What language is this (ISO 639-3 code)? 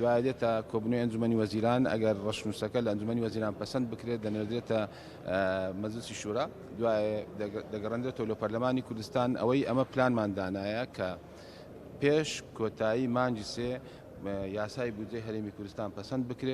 ckb